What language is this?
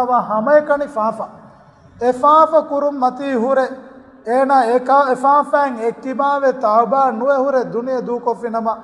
Divehi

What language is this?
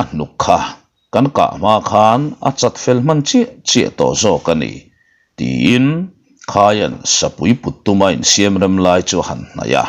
Mizo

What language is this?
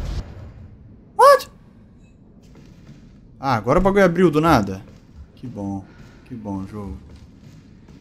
Portuguese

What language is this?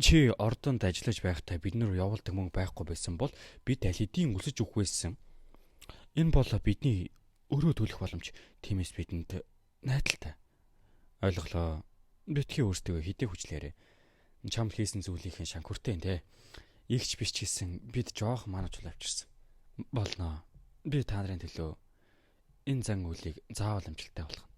Mongolian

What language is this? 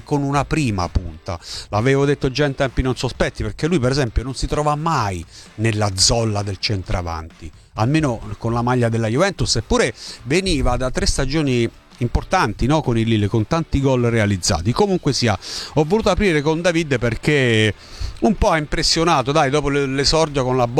Italian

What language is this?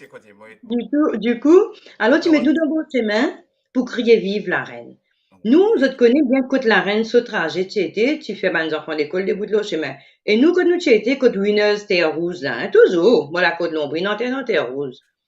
Morisyen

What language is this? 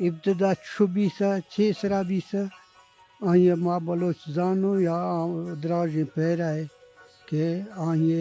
Eastern Balochi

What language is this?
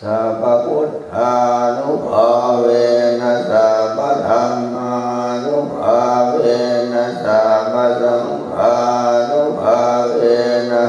Pali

